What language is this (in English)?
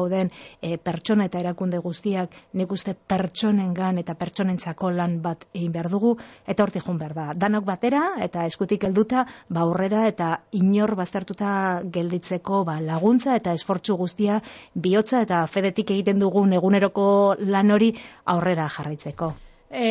Basque